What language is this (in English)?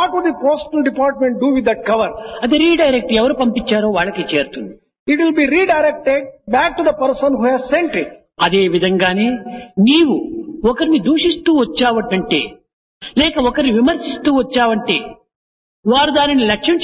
Telugu